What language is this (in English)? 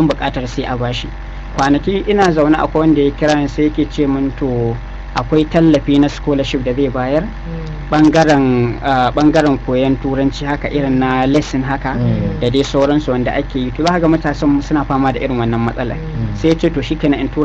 Hausa